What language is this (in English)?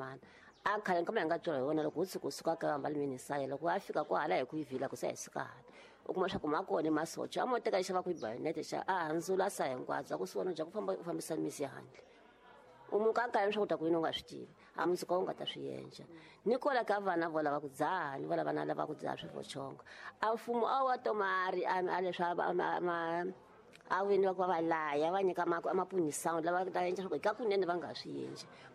Tsonga